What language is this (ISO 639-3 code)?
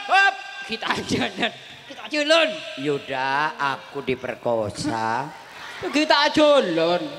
mad